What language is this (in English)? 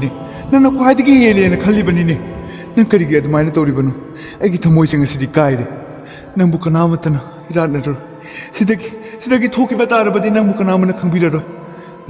Manipuri